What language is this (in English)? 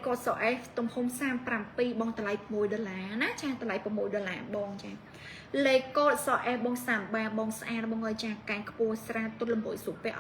Khmer